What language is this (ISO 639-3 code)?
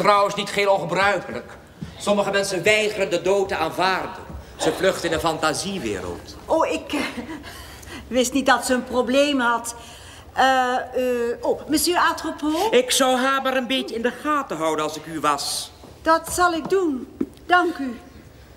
nld